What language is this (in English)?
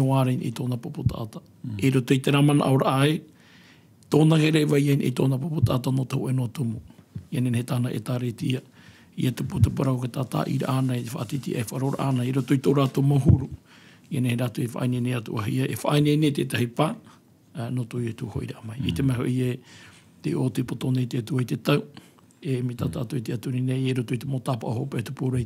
Tahitian